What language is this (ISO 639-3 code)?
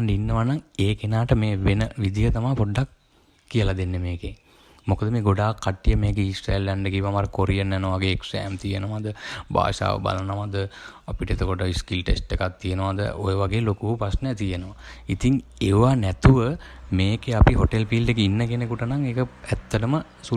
sin